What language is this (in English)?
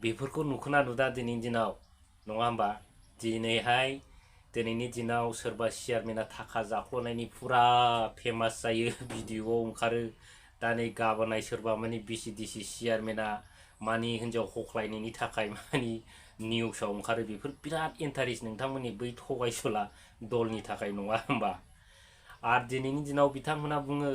Bodo